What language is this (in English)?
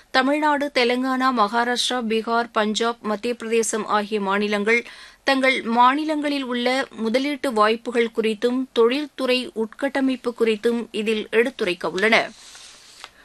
Tamil